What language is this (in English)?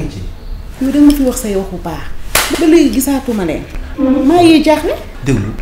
Wolof